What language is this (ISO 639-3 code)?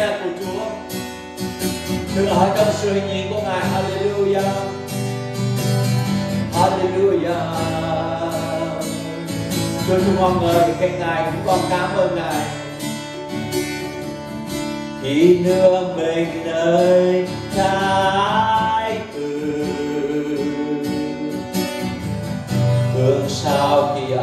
vie